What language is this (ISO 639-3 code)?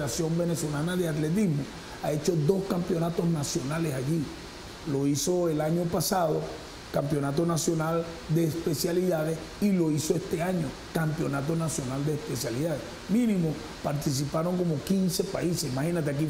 spa